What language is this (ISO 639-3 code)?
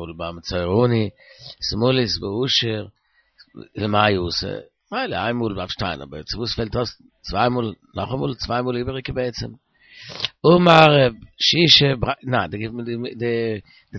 yid